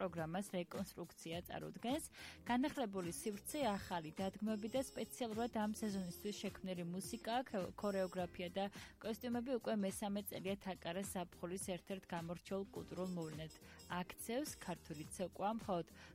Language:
Georgian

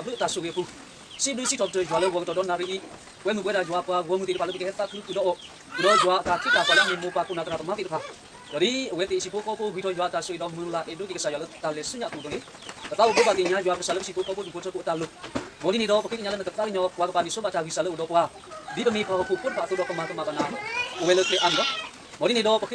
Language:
S'gaw Karen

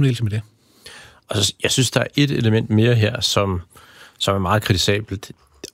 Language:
Danish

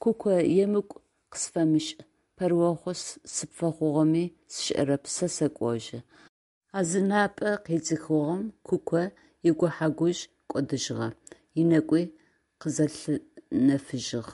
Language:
Adyghe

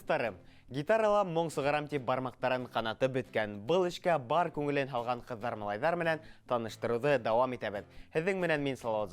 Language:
Bashkir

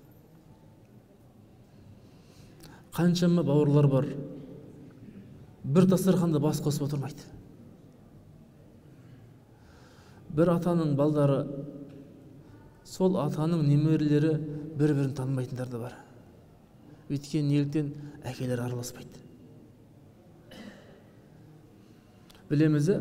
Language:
Kazakh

